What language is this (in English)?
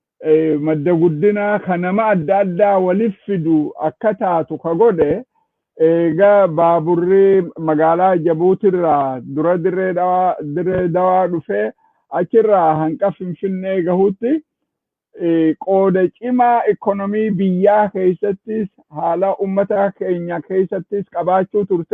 Oromo